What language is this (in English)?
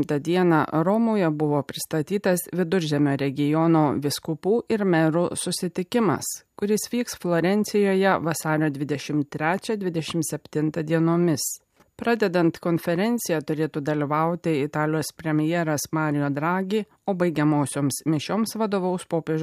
Lithuanian